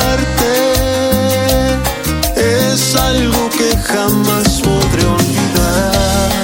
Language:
Spanish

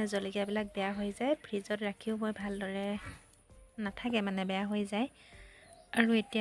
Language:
Assamese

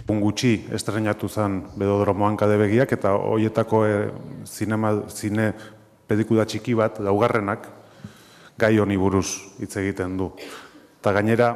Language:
Basque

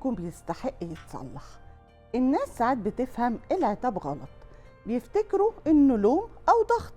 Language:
Egyptian Arabic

